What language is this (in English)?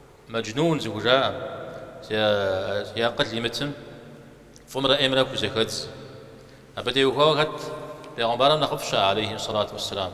Kabardian